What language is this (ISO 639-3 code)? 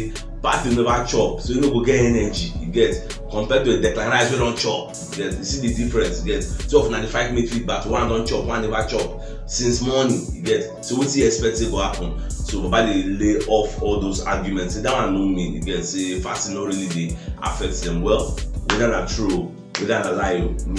pcm